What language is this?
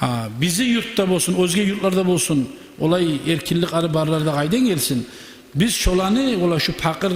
Kumyk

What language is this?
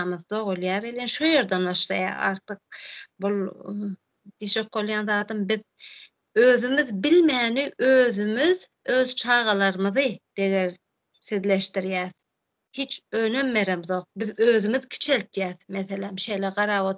Turkmen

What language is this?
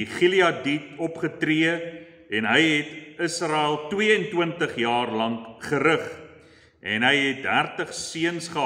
Afrikaans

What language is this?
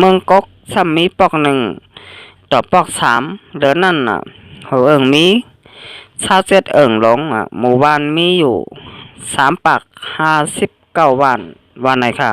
Shan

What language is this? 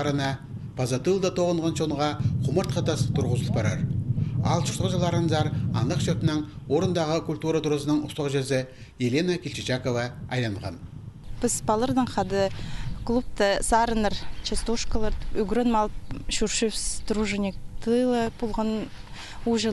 Khakas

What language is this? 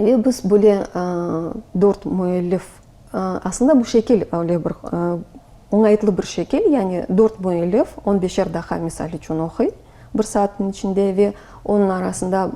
Crimean Tatar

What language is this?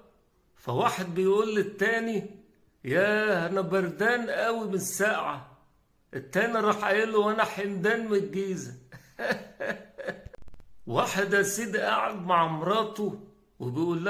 Egyptian Arabic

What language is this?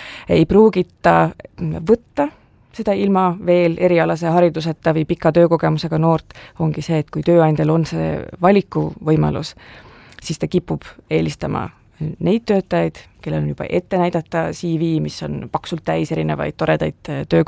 Estonian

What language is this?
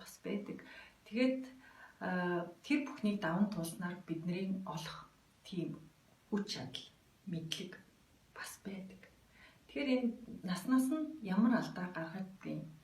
Mongolian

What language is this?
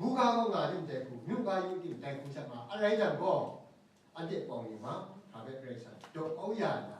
Kachin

